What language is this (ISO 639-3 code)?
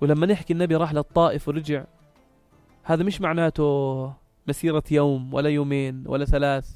apc